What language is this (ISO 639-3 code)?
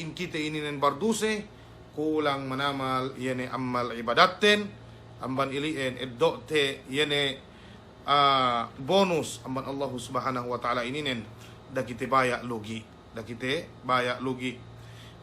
yka